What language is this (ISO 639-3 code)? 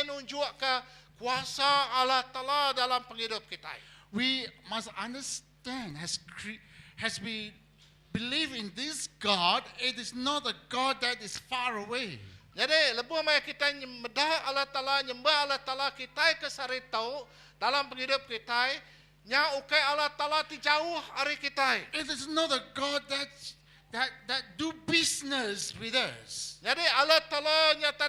iba